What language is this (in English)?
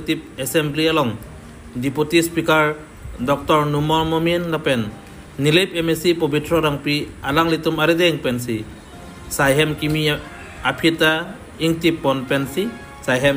Karbi